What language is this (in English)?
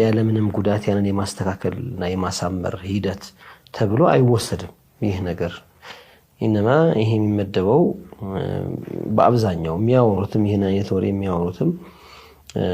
Amharic